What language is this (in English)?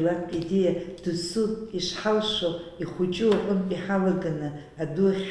Abkhazian